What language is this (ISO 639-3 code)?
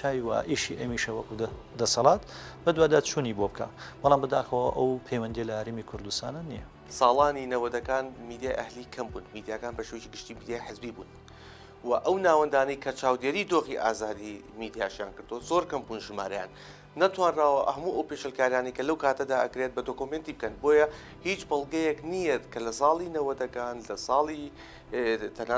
ckb